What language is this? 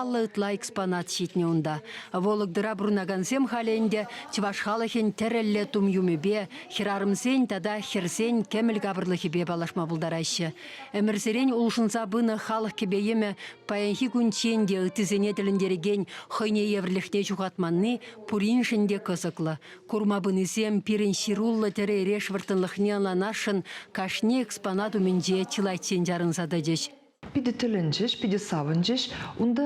Chuvash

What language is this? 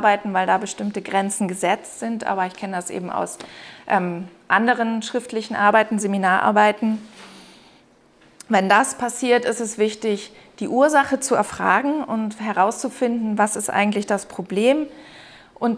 German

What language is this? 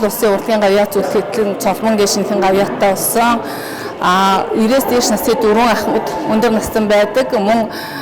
Mongolian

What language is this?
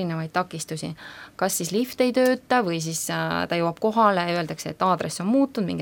Estonian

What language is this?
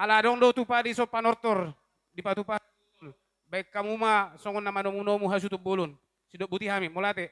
Batak Toba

